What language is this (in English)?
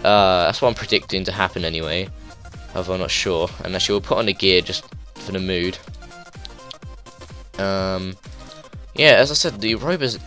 English